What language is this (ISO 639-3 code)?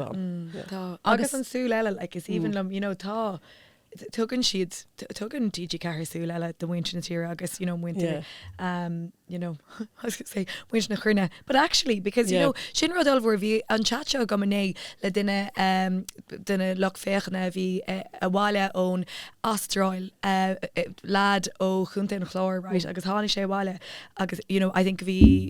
gle